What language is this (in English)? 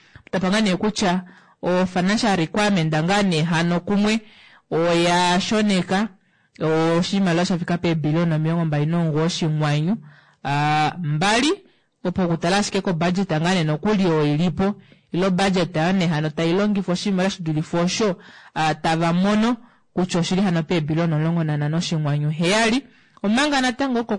Kuanyama